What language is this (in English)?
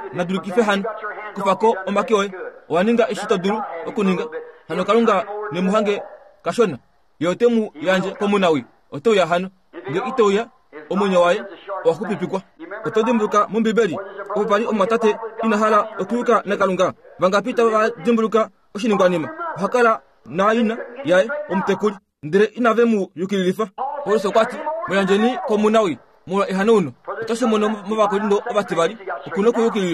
Kuanyama